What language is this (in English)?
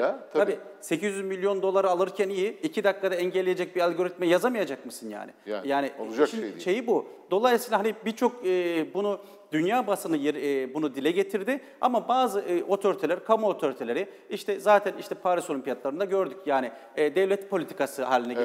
Turkish